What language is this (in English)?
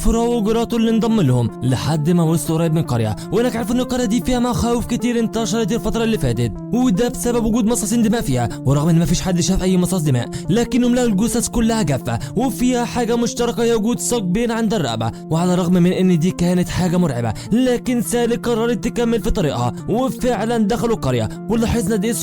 Egyptian Arabic